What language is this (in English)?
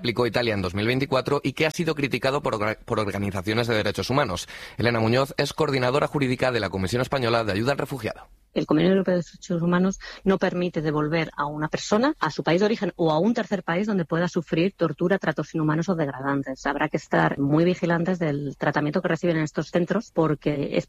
Spanish